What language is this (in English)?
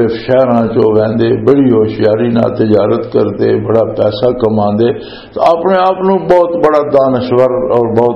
Western Panjabi